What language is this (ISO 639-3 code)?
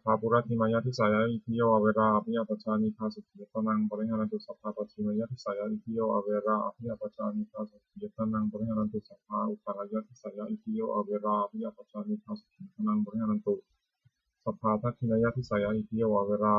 pli